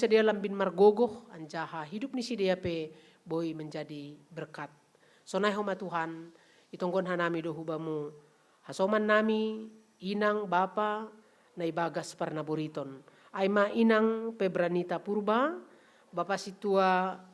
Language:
Batak Simalungun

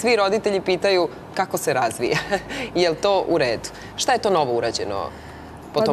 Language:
Serbian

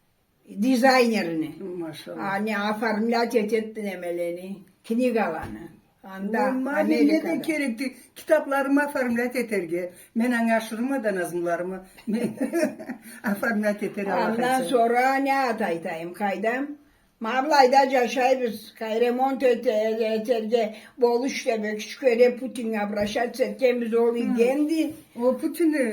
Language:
Karachay-Balkar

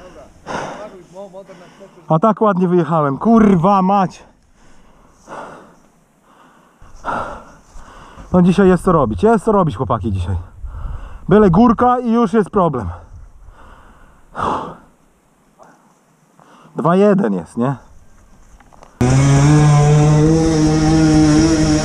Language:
Polish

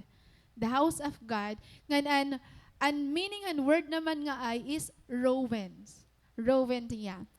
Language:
Waray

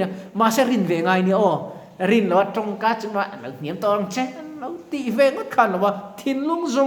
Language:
Mizo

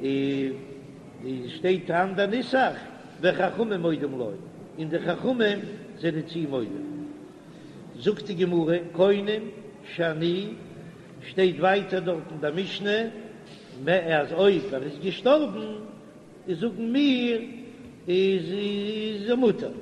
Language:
Yiddish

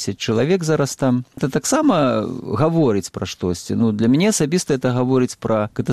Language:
Belarusian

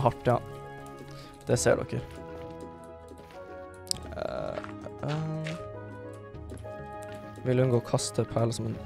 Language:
Norwegian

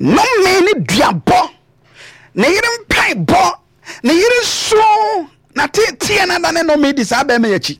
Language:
Akan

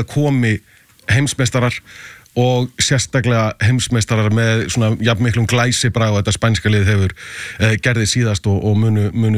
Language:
Icelandic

